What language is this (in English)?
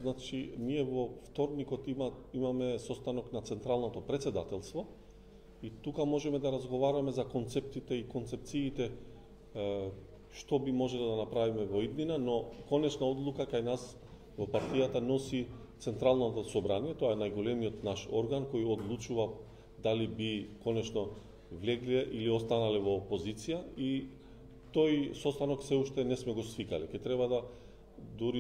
Macedonian